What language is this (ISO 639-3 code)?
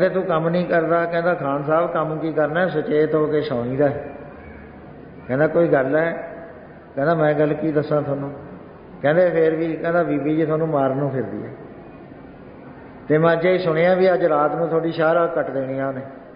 pan